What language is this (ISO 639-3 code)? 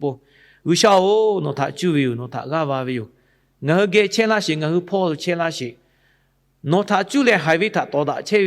lhu